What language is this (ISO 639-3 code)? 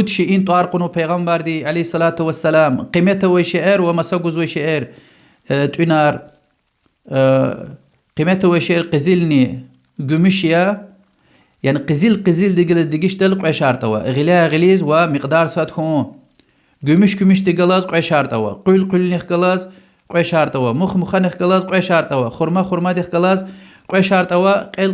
lez